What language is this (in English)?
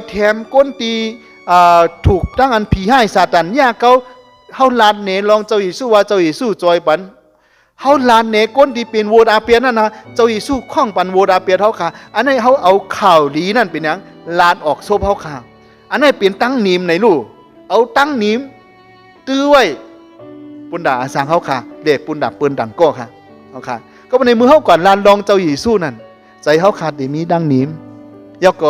Shan